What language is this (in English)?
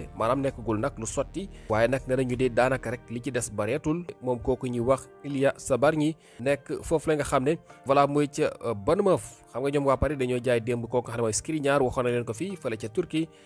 Wolof